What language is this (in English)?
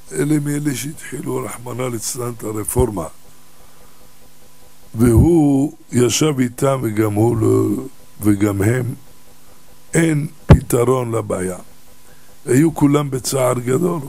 Hebrew